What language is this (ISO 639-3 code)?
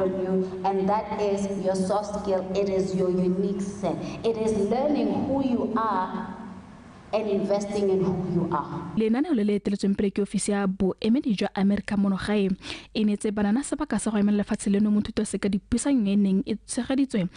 tsn